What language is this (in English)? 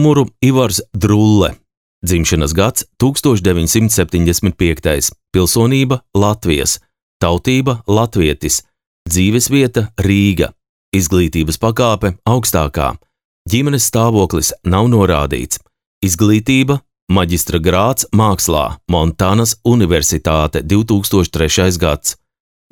Latvian